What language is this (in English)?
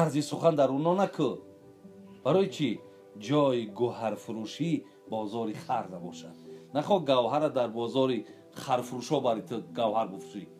Tajik